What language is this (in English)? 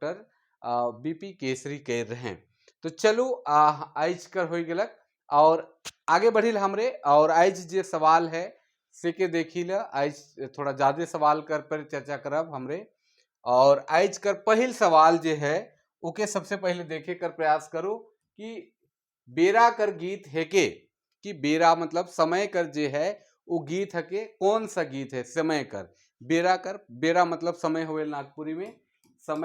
Sadri